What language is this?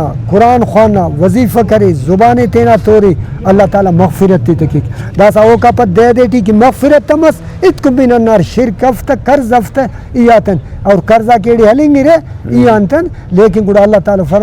Brahui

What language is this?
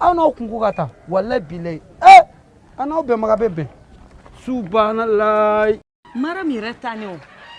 Bambara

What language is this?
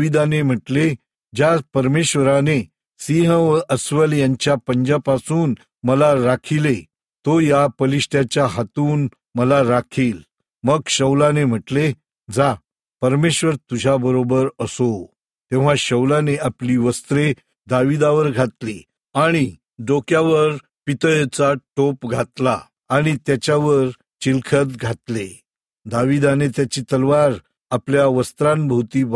Marathi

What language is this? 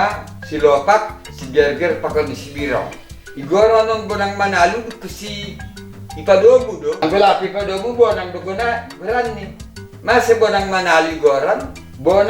Batak Simalungun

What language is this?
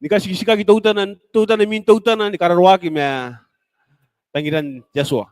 Gilbertese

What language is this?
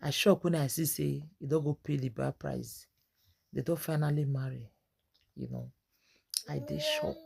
Nigerian Pidgin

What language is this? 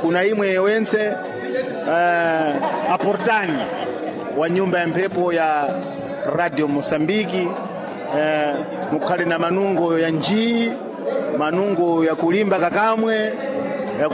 Sena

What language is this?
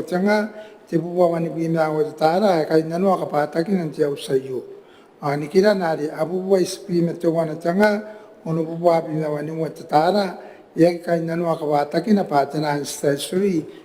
Gilbertese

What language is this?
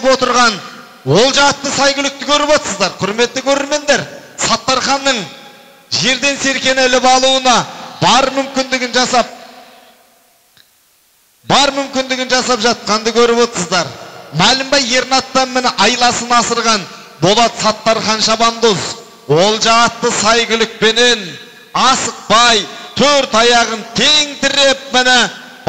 Kazakh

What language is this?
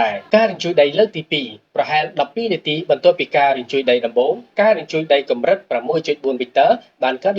Khmer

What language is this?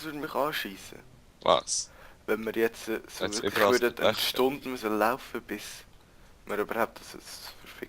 Swiss German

